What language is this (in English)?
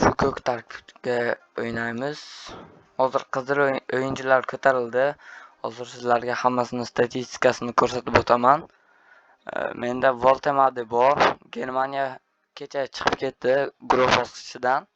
Uzbek